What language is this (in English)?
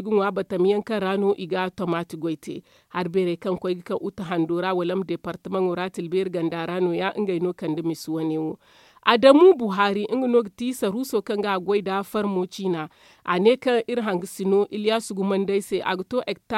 Zarma